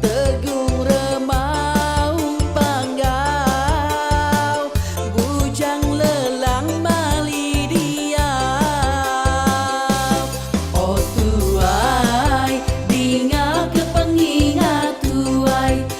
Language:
Iban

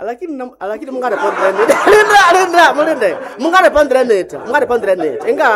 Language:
Nande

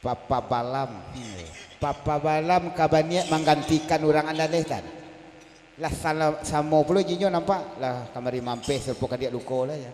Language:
Minangkabau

